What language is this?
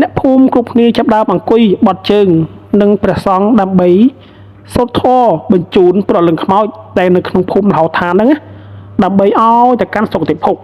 Khmer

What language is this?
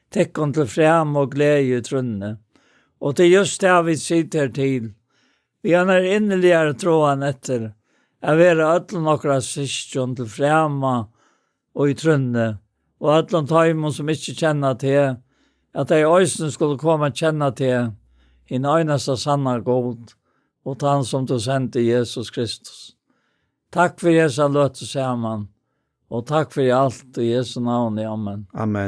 Faroese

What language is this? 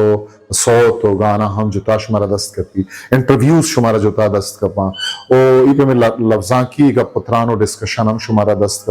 Eastern Balochi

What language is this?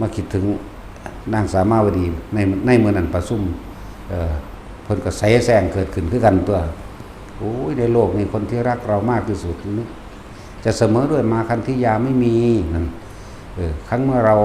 Northeastern Thai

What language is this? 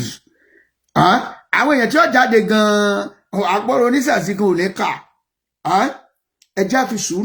Yoruba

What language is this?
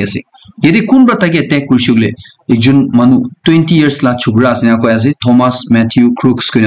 Naga Pidgin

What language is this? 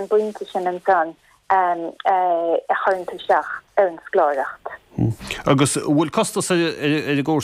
Irish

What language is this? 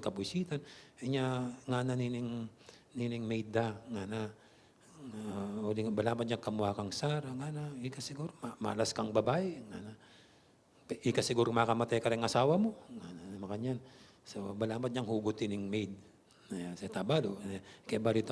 Pampanga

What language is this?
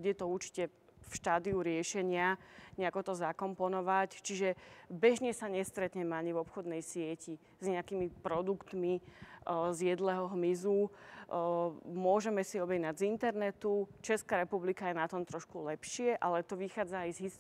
Slovak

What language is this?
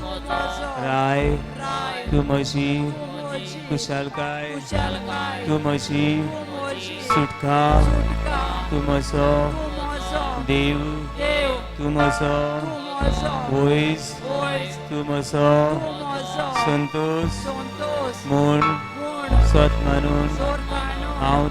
Konkani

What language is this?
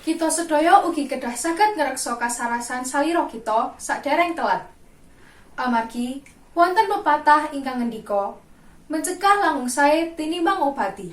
Javanese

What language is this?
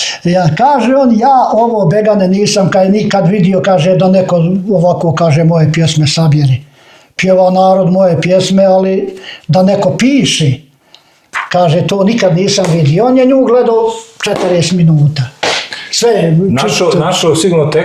Bosnian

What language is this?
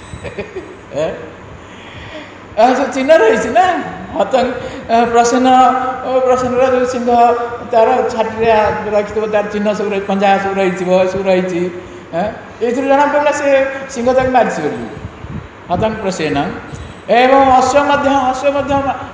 Odia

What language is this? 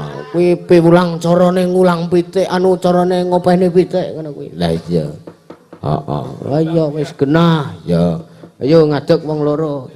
Javanese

